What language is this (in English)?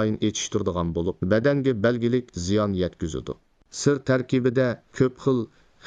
Uyghur